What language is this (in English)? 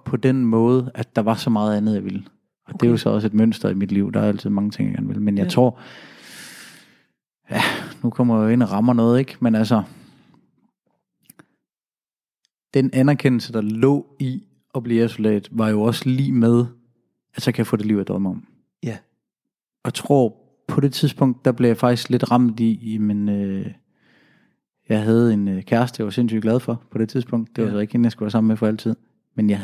Danish